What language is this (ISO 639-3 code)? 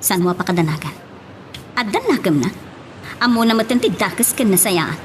ilo